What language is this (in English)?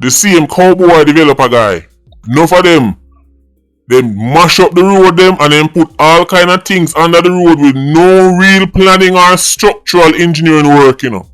Jamaican Creole English